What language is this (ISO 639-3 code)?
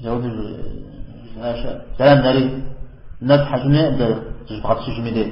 kbd